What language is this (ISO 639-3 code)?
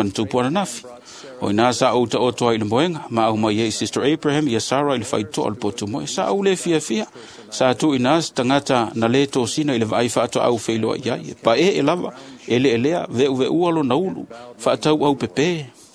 smo